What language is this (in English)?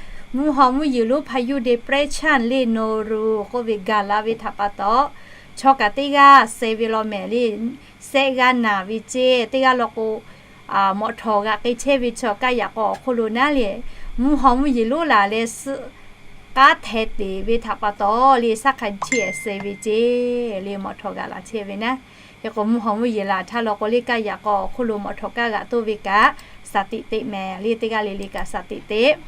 Lahu